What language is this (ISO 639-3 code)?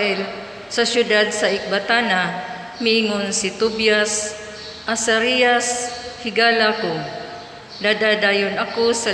ceb